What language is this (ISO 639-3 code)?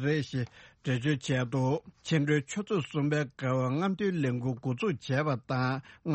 bod